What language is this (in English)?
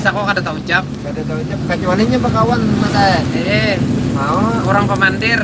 Banjar